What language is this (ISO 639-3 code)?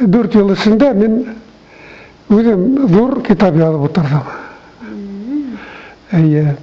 bak